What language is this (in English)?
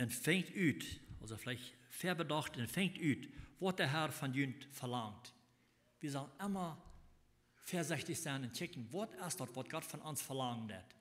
Plautdietsch